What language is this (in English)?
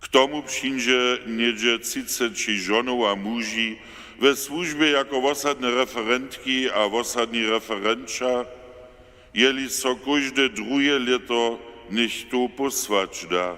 Upper Sorbian